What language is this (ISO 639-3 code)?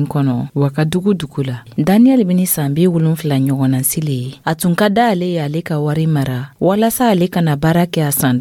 dyu